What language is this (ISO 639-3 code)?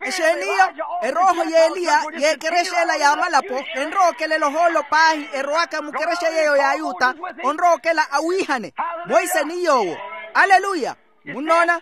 vmw